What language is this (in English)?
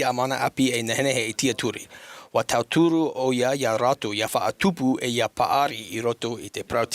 Tahitian